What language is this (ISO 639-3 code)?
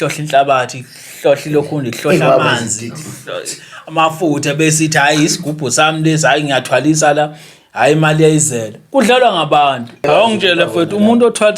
zul